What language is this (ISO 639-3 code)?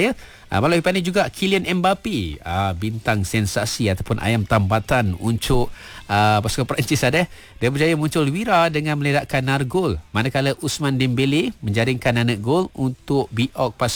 msa